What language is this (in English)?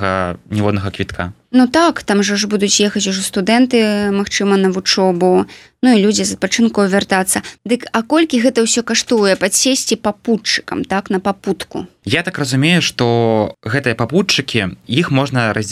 Belarusian